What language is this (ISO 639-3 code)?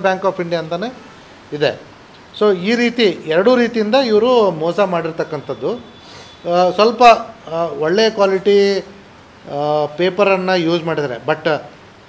kan